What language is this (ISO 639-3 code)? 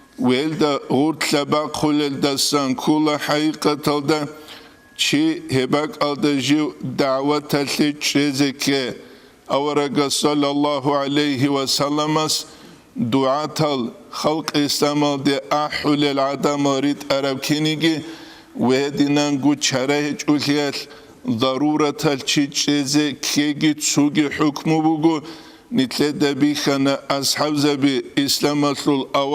ava